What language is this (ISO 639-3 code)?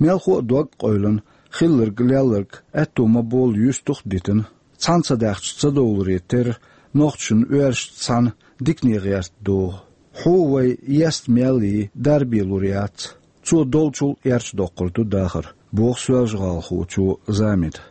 che